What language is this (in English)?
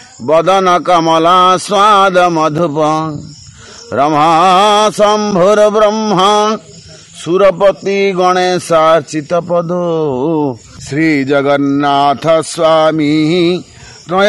Odia